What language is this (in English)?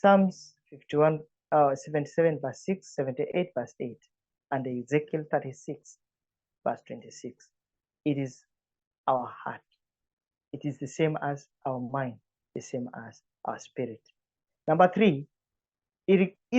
English